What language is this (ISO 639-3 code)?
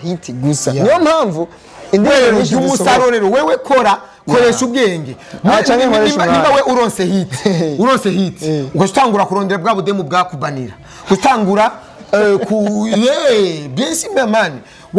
run